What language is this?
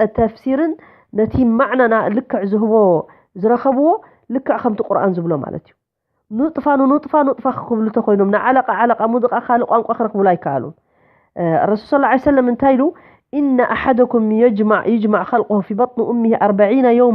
Tigrinya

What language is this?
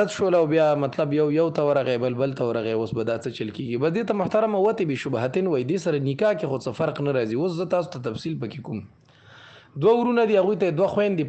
Pashto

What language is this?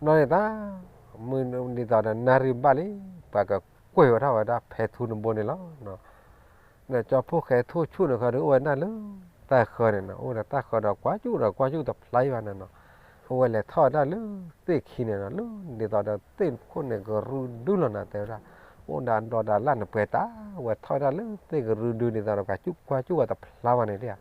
S'gaw Karen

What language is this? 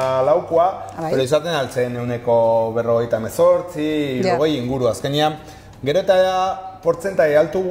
Basque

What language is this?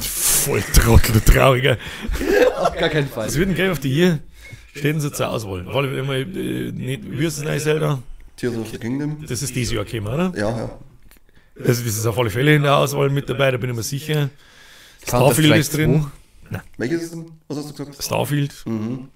Bavarian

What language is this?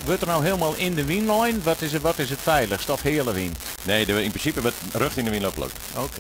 Western Frisian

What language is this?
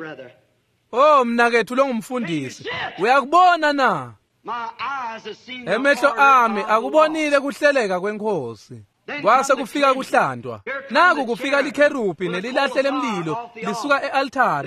Swati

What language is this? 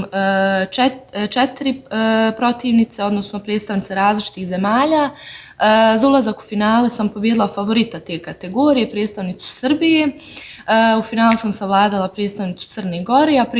Bosnian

